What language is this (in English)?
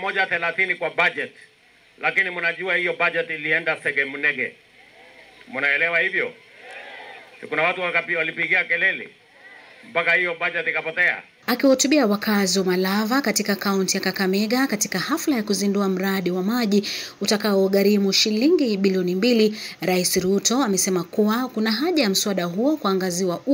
Swahili